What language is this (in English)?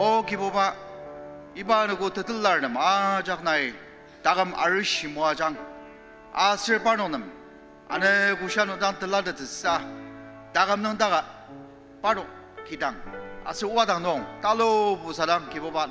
Ao Naga